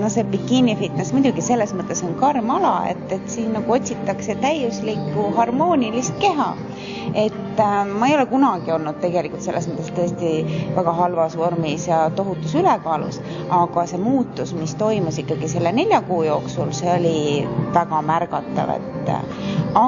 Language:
Estonian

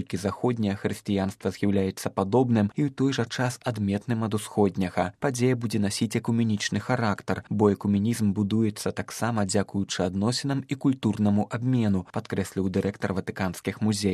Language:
Belarusian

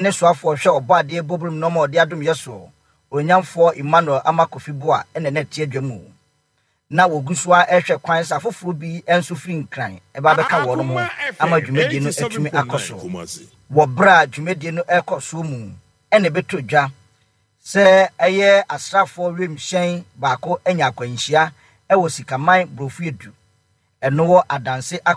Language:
Akan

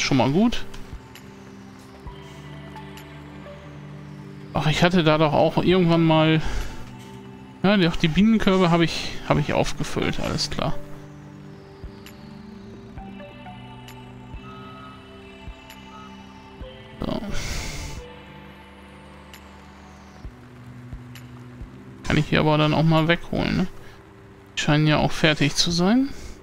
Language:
German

